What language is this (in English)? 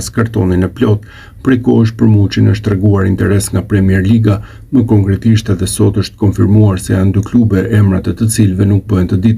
Albanian